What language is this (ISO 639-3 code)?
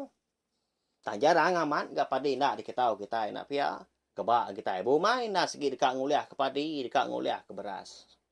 iba